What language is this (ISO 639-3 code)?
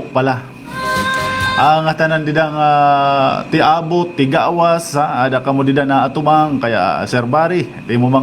war